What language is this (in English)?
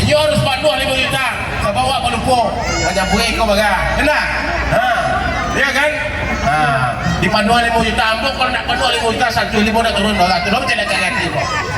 Minangkabau